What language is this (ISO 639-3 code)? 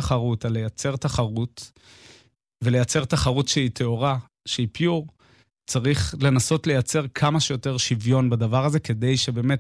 heb